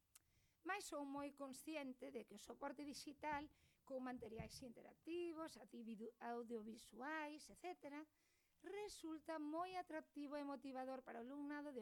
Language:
Galician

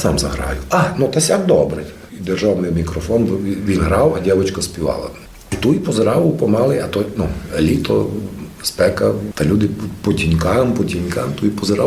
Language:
Rusyn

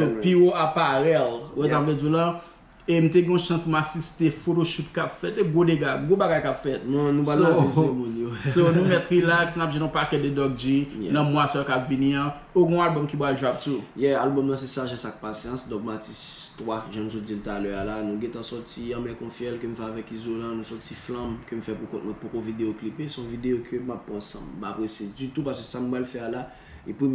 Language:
Haitian Creole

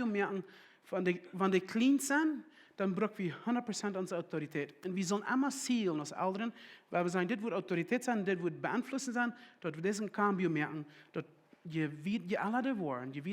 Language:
Plautdietsch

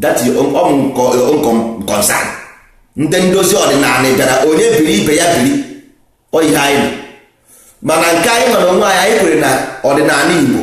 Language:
Igbo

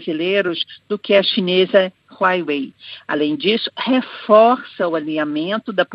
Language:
Portuguese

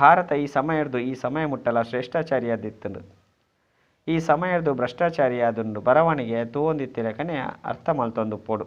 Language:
Tulu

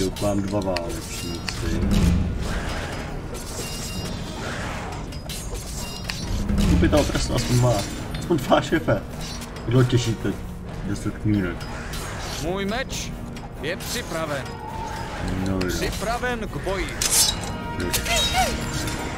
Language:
Czech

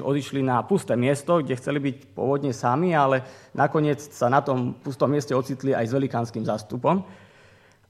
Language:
Slovak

